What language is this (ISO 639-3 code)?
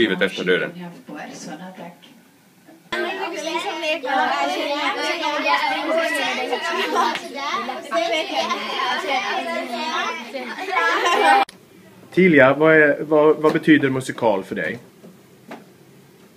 swe